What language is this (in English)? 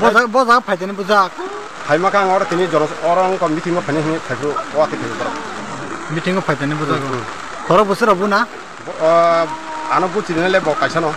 Kok Borok